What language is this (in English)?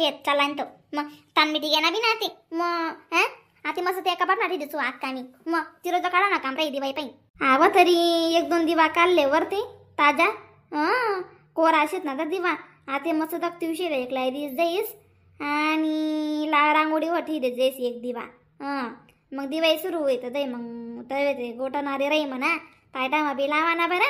Khandesi